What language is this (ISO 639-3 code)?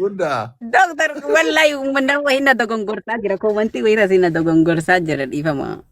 orm